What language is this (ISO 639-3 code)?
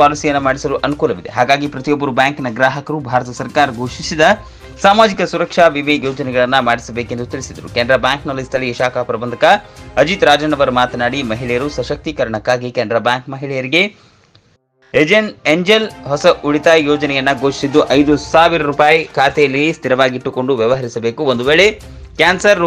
kan